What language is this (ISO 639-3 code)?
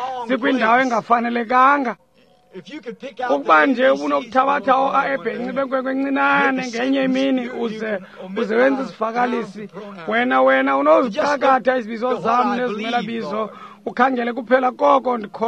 xho